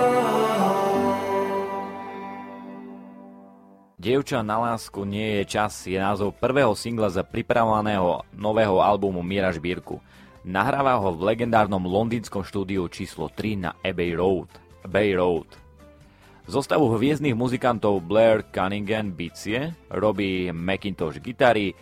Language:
Slovak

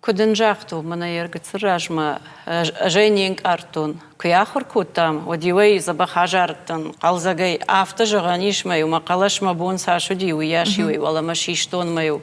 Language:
Ossetic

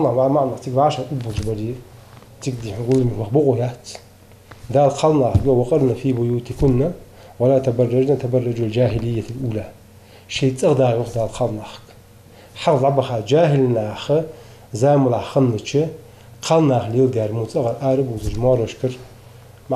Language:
Ingush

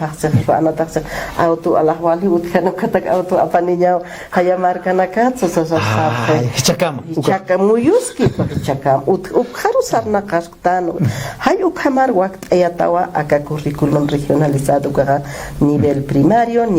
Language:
Aymara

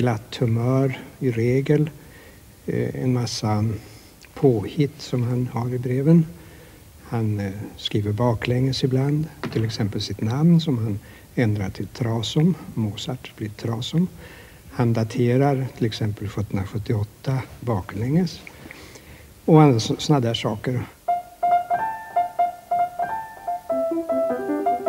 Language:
Swedish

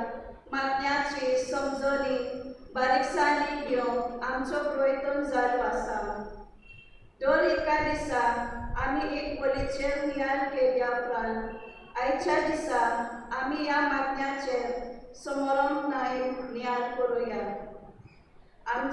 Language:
Konkani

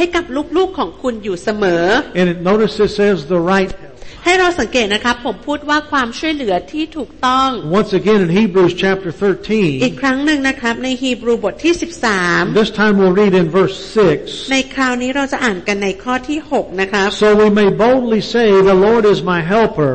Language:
Thai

